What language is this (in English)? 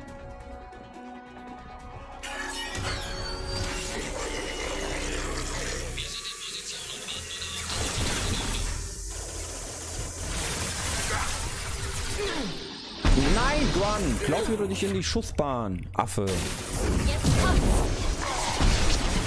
German